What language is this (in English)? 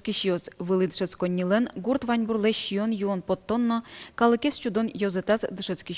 Udmurt